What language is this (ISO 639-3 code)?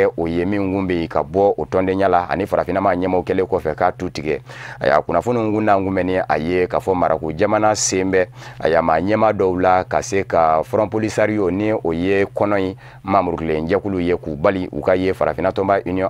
bam